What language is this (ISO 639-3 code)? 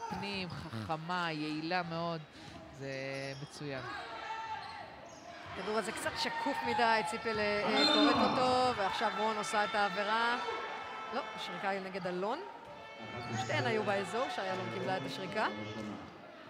heb